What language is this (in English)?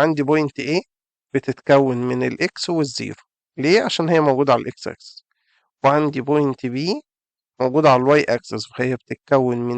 Egyptian Arabic